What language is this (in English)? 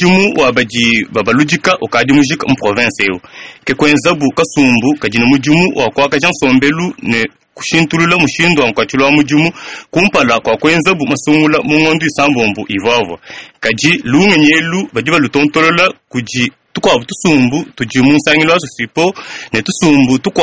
Luba-Lulua